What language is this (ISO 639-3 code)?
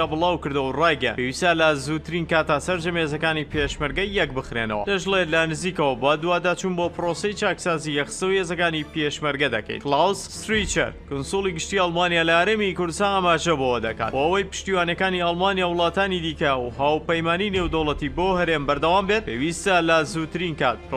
ckb